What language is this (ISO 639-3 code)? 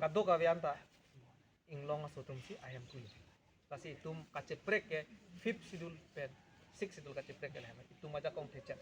mjw